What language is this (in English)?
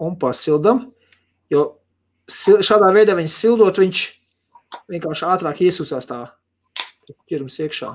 Latvian